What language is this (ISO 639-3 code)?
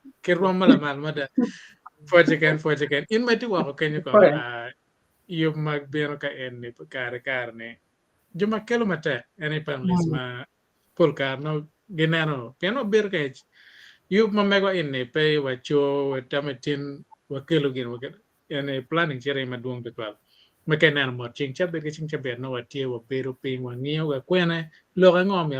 ach